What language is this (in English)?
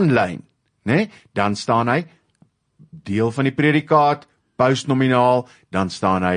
Afrikaans